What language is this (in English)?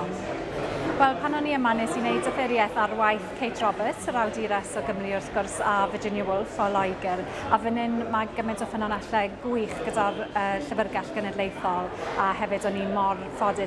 Welsh